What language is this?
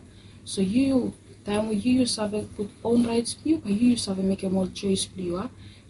Bislama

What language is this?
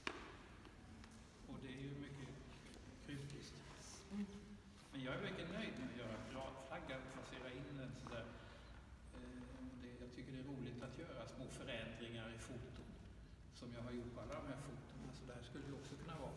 Swedish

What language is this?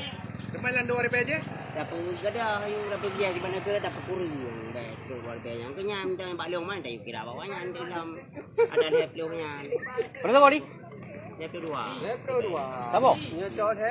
Achinese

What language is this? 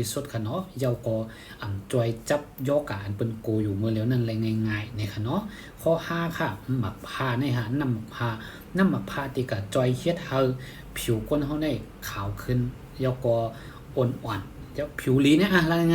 Shan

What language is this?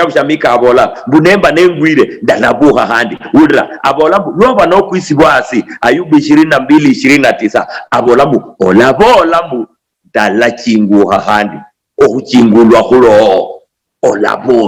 Luyia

